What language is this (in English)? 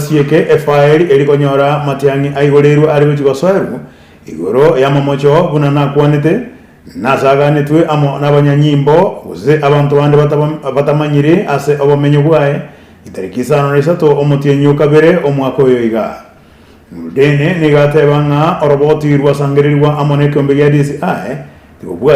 Gusii